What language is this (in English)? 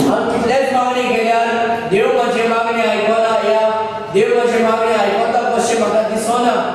Konkani